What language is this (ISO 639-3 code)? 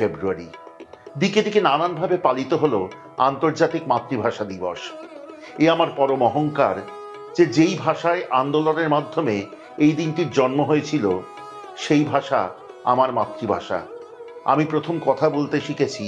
ben